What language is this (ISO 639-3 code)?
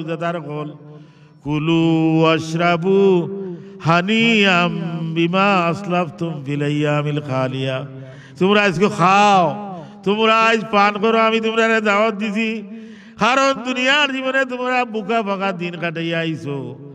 syl